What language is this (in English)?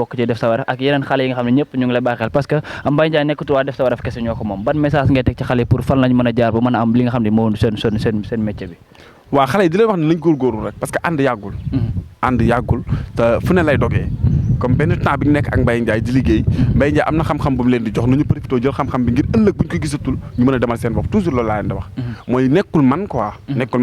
Wolof